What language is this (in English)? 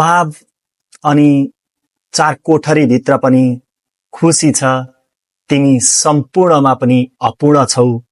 Nepali